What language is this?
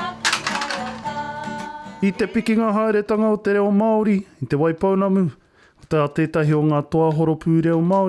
Māori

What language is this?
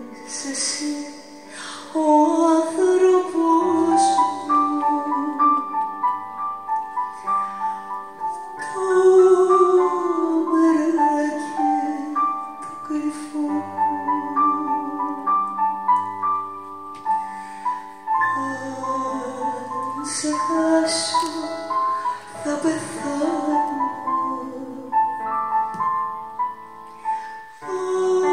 Greek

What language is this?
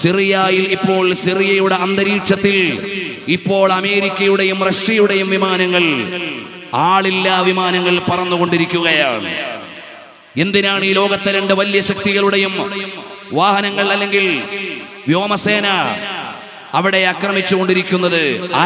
Malayalam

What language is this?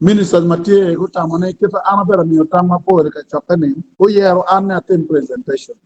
Acoli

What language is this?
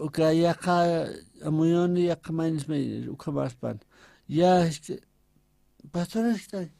Aymara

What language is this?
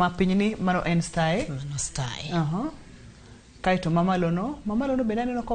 Luo (Kenya and Tanzania)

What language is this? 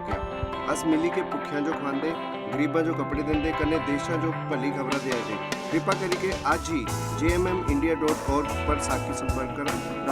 Dogri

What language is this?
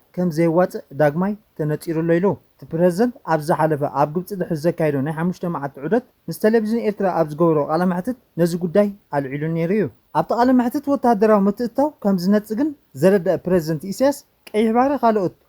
Tigrinya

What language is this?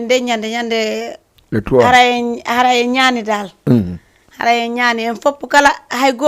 Fula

